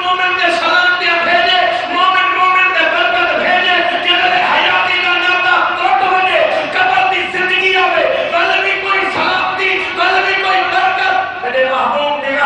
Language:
Saraiki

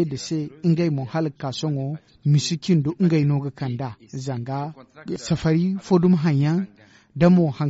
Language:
Zarma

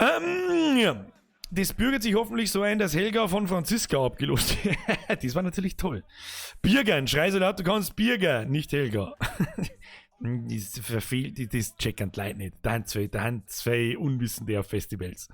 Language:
Bavarian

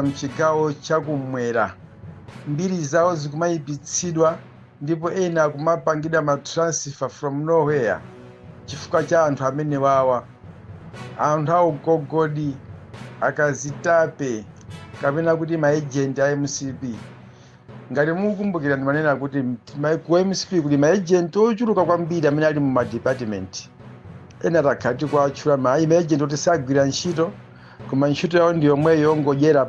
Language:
Nyanja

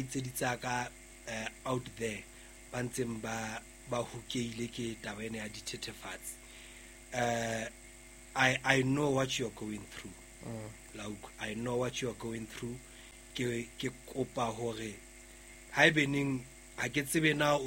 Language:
Southern Sotho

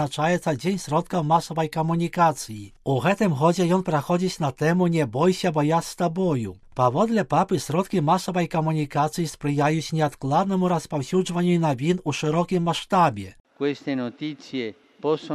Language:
Belarusian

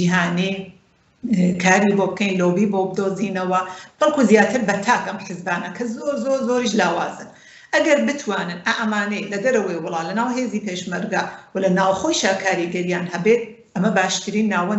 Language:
Central Kurdish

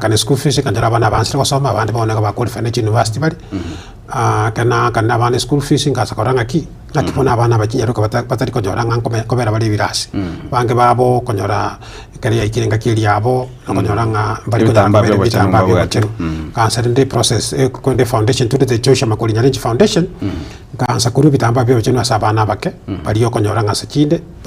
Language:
Gusii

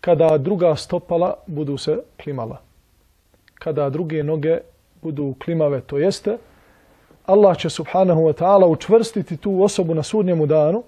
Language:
Bosnian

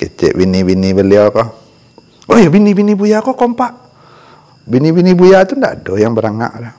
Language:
Minangkabau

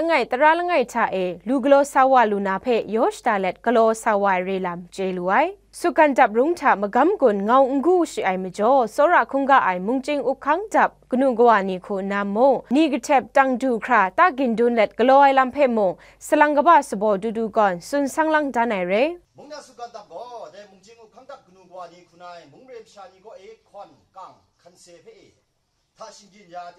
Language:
Kachin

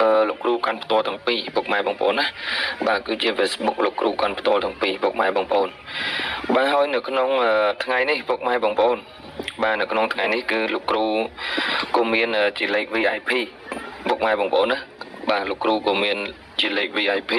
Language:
Khmer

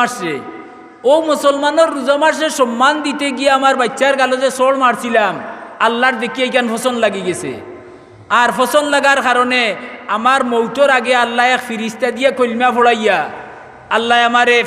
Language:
Sylheti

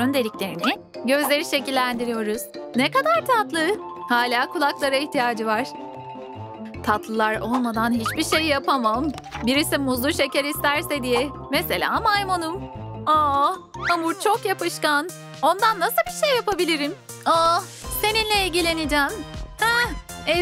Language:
Turkish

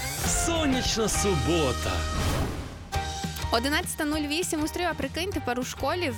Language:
Ukrainian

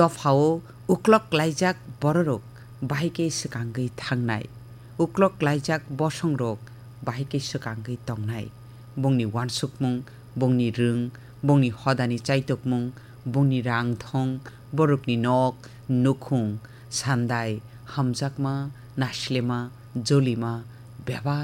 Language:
Kok Borok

